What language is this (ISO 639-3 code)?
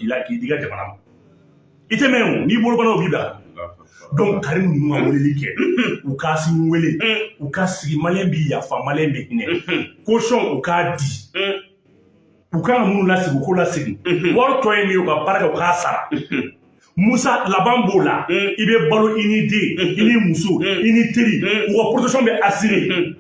bam